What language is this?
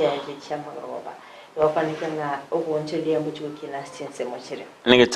Gusii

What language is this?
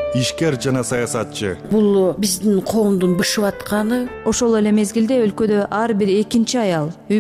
Kyrgyz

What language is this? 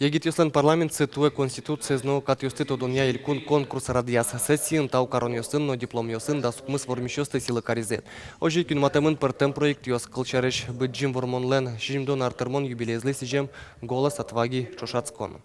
Udmurt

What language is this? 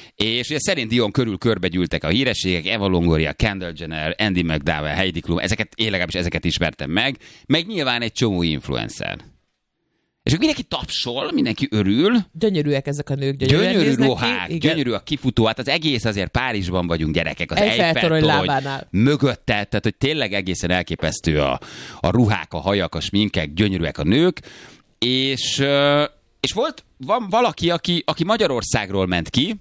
Hungarian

